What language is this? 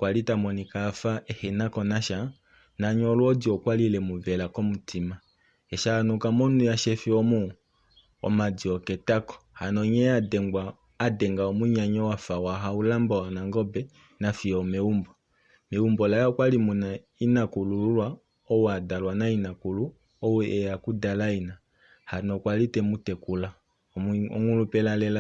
Kuanyama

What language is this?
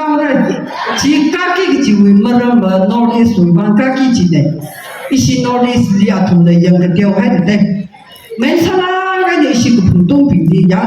Tangkhul Naga (India)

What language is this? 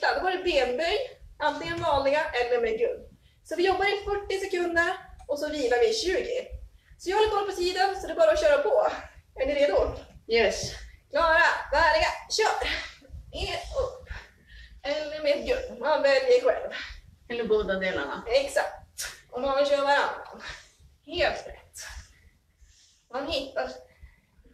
Swedish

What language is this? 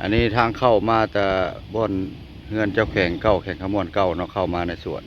Lao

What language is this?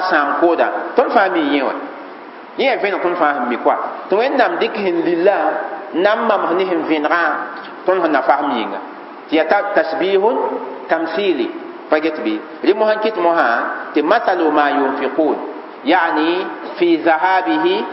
Mossi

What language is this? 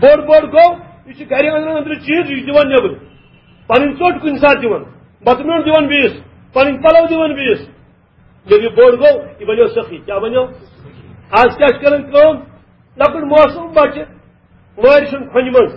Kashmiri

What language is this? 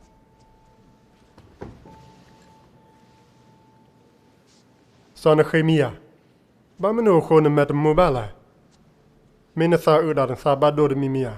S'gaw Karen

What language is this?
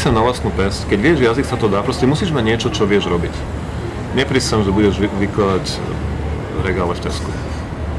Slovak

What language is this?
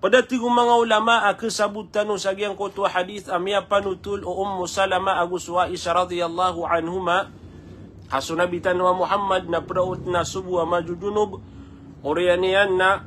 Maranao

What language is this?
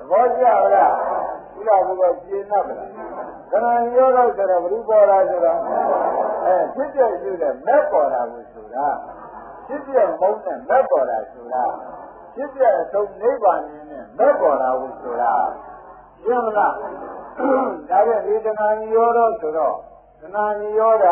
Burmese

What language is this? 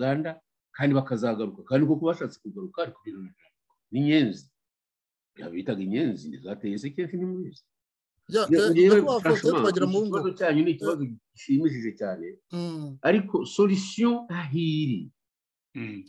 Kinyarwanda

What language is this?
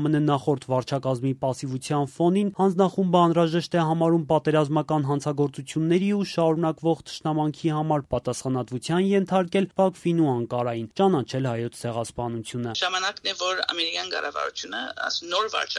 Armenian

